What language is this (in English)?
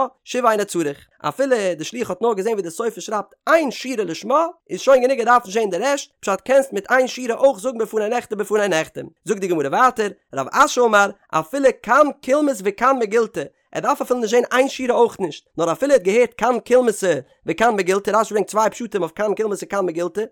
Yiddish